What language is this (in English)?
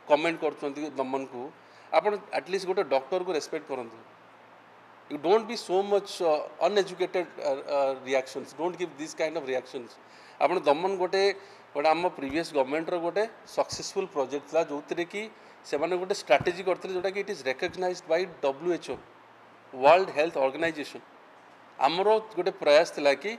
Odia